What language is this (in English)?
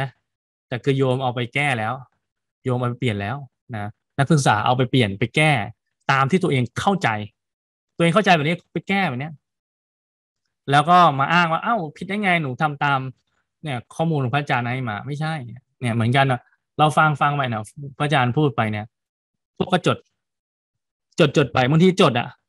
Thai